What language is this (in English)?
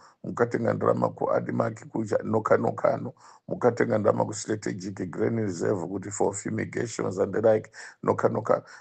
Nyanja